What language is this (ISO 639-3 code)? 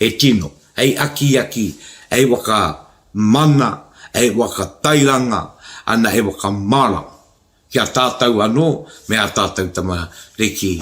mri